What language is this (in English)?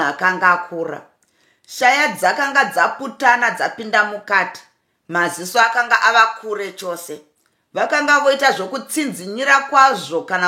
Shona